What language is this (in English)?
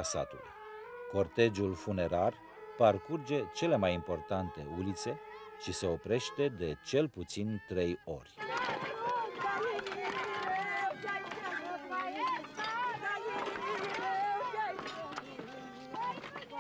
Romanian